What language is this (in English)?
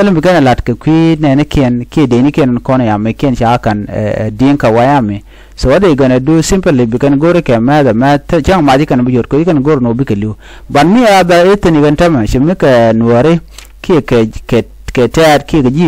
Nuer